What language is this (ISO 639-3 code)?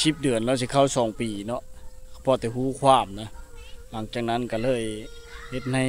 lao